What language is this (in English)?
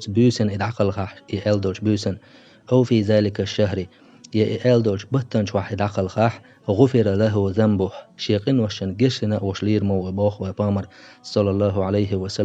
Chechen